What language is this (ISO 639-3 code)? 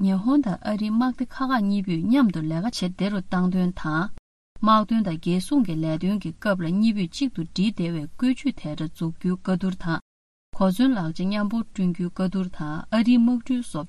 bod